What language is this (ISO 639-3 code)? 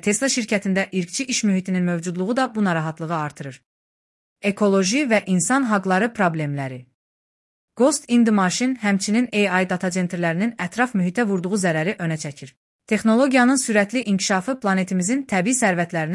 aze